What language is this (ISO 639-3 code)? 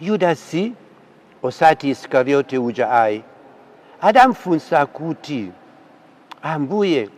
nya